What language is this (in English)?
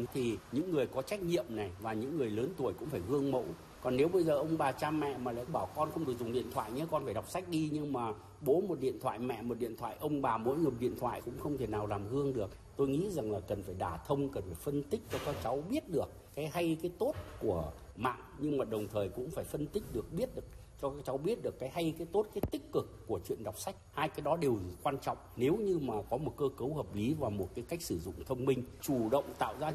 Vietnamese